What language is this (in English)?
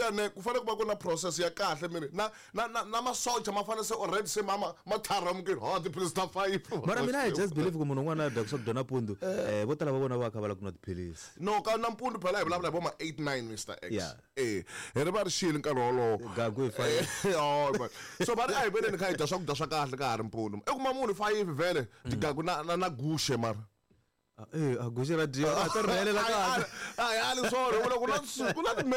Tsonga